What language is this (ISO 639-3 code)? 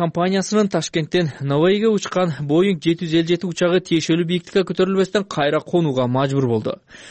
kir